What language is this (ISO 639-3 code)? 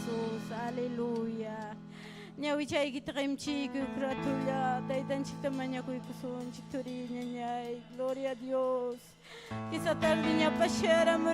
quy